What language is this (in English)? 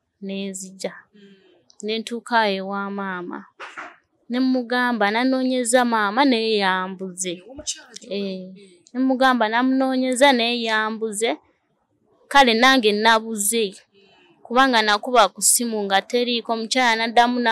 Ganda